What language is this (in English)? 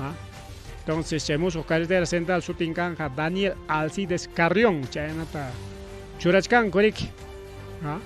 Ayacucho Quechua